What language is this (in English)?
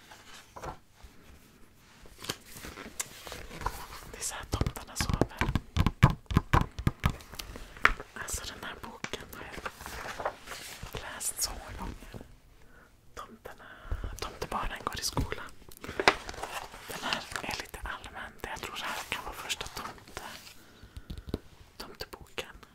Swedish